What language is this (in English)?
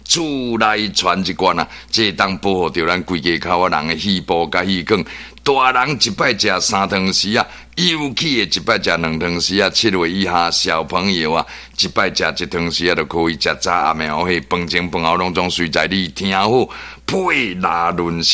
Min Nan Chinese